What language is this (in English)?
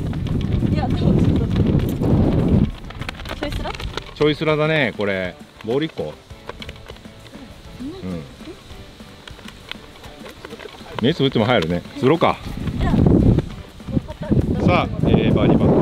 Japanese